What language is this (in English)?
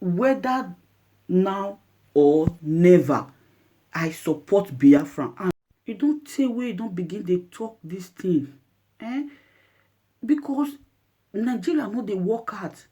Nigerian Pidgin